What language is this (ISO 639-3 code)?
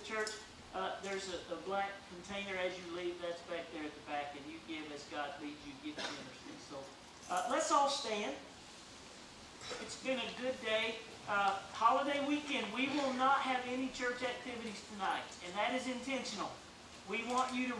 eng